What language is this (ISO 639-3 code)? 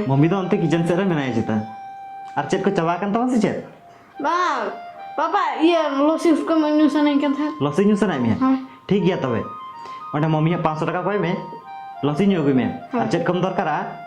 sat